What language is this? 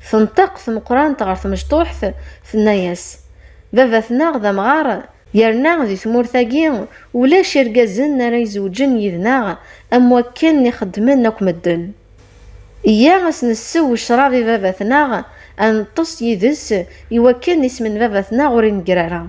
Kabyle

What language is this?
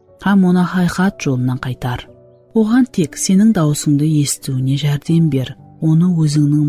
Kara-Kalpak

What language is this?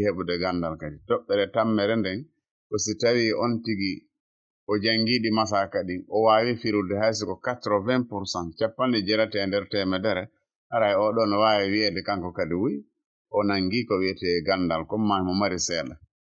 Fula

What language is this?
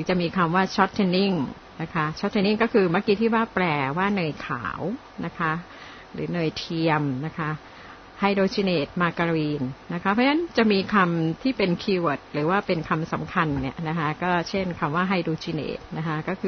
Thai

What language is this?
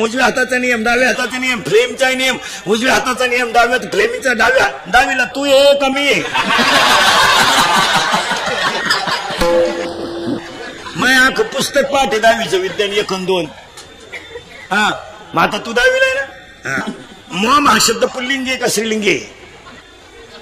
Marathi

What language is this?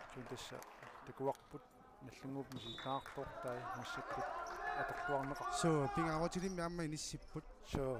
Kalaallisut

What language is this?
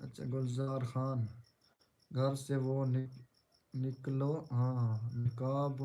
Saraiki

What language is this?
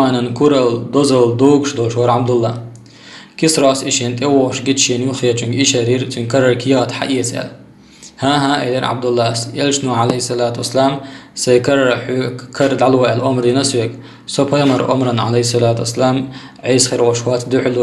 Chechen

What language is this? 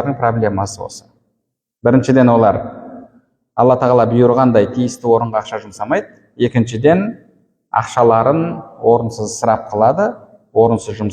Kazakh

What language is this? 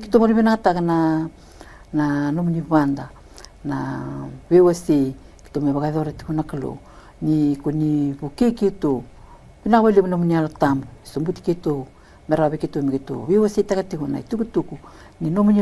Fijian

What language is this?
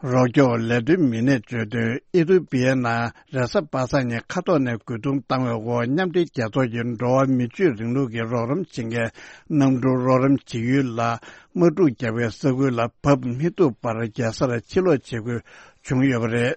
Tibetan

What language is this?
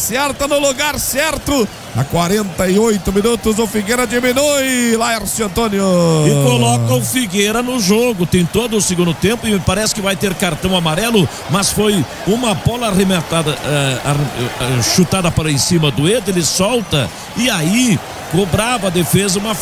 Portuguese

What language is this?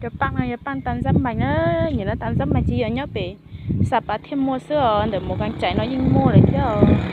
Hmong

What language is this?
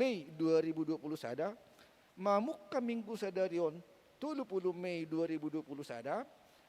Batak Toba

